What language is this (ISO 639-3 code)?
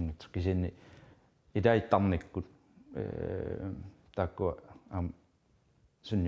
kal